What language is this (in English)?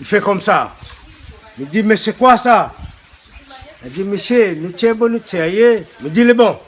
Réunion Creole French